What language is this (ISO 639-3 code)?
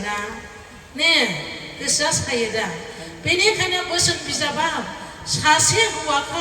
brx